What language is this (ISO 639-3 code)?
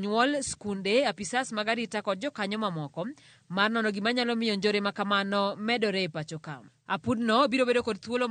luo